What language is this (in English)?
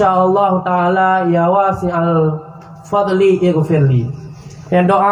Achinese